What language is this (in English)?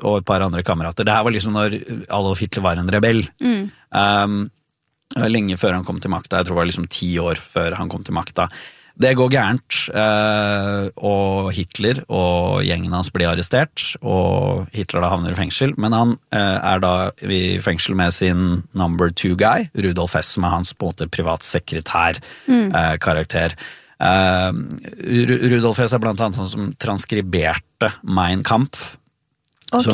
Norwegian